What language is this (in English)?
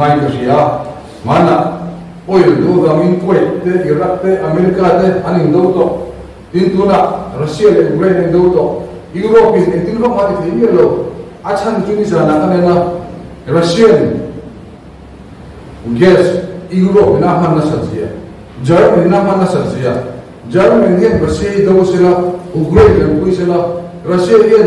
Mizo